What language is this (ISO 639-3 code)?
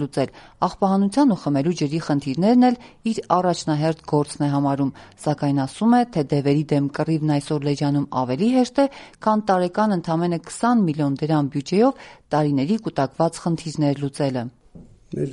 hye